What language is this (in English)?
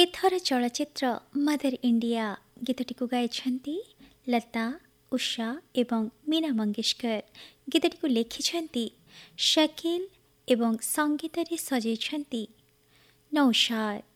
Odia